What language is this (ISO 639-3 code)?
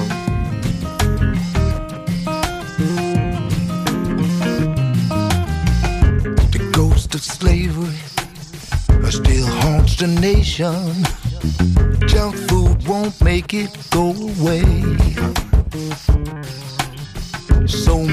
ron